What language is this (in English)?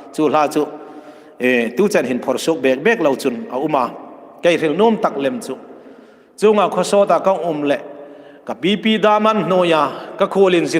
Hmar